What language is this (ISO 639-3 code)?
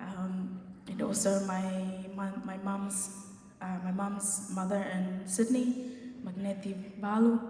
ton